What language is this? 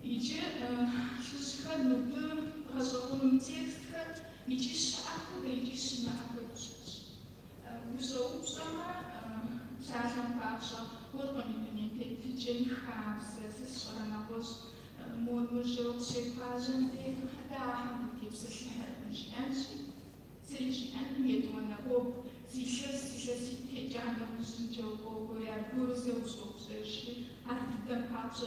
Kabardian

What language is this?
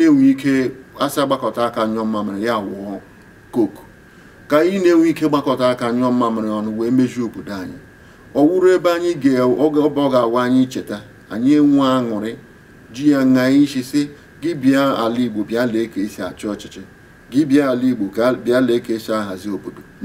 Igbo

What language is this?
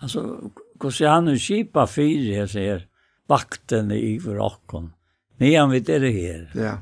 Faroese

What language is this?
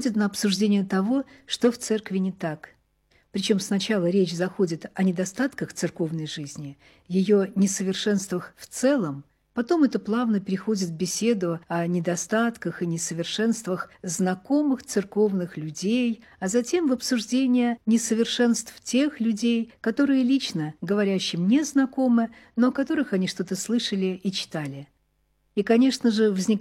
Russian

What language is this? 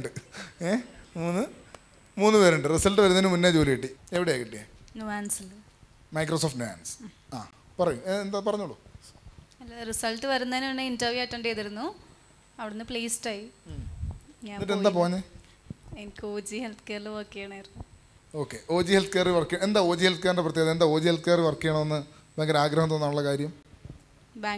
Malayalam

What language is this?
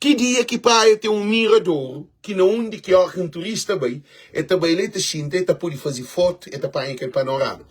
Kabuverdianu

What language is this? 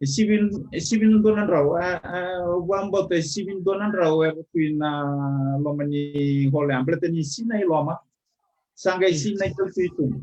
Fijian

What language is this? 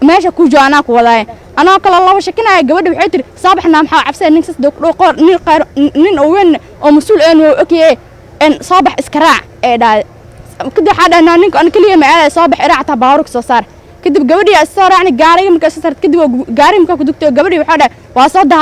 Somali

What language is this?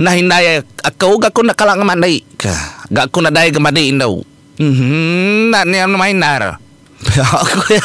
Iban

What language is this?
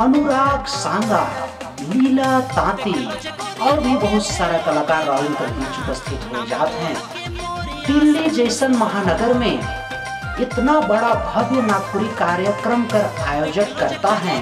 Sadri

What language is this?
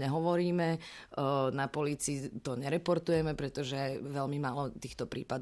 Slovak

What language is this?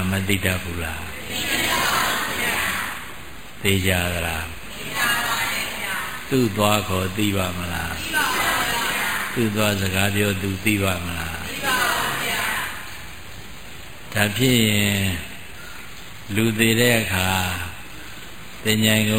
Burmese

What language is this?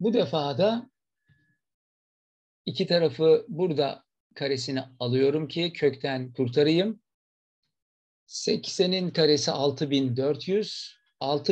Turkish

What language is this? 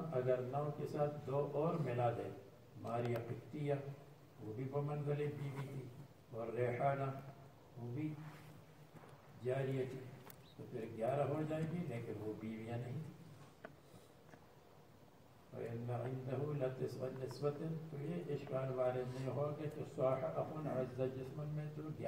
Urdu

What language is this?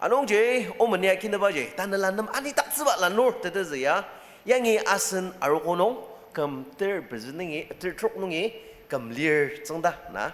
Ao Naga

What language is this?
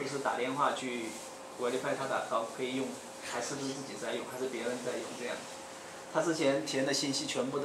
Chinese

